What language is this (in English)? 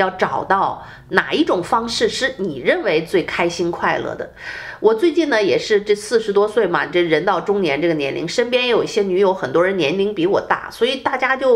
Chinese